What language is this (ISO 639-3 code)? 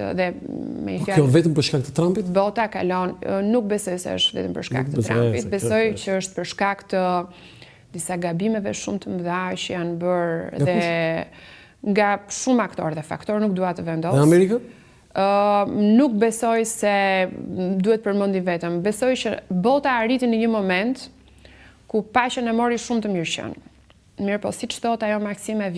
sqi